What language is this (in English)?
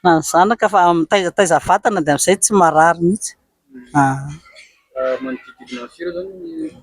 Malagasy